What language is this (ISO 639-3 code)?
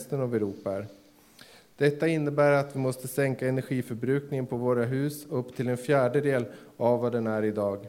swe